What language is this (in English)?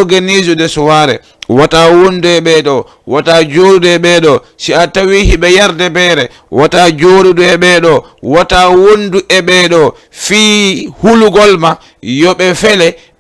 Fula